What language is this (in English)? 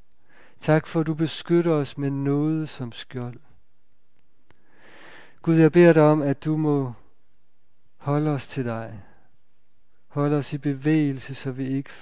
Danish